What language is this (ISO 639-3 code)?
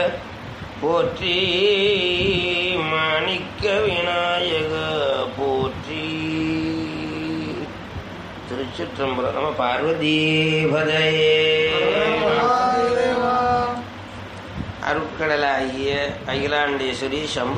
tam